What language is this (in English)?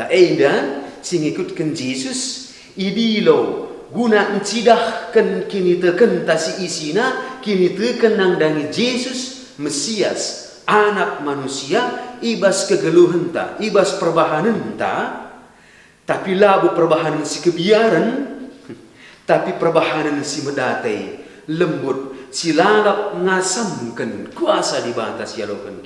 Batak Karo